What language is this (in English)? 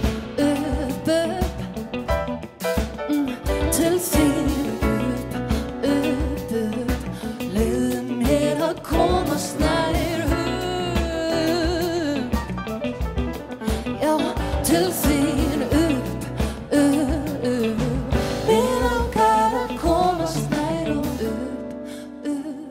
Icelandic